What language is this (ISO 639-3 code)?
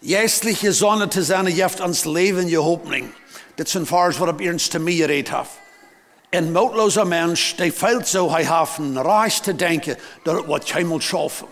pdt